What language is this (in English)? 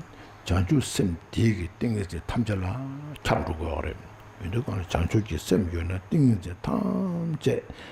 Tibetan